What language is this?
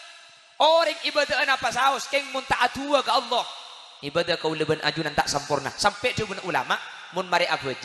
Madurese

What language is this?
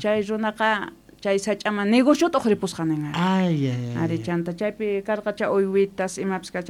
Quechua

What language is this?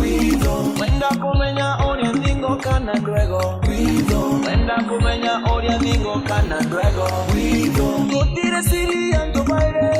Meru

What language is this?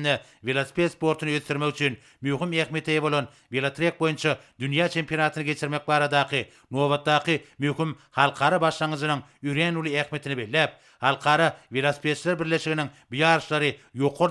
Turkmen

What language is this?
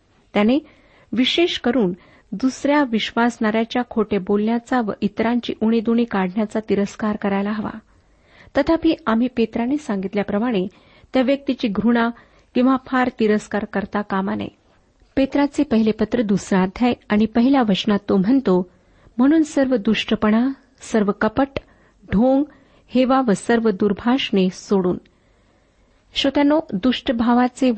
Marathi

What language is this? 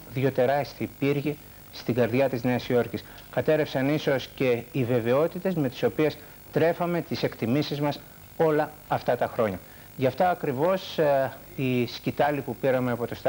Greek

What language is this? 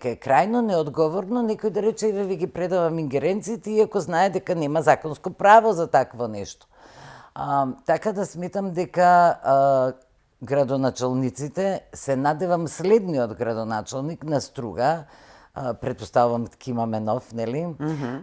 Macedonian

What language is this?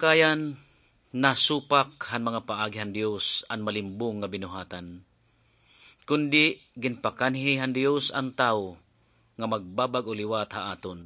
Waray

